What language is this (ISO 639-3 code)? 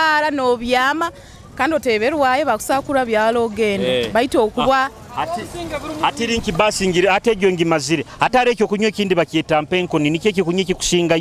nyo